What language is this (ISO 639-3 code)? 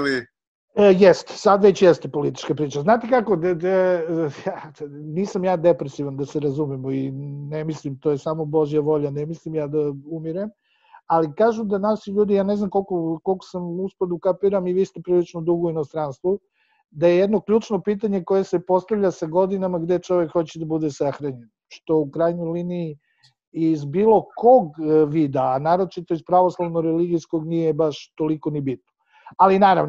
srp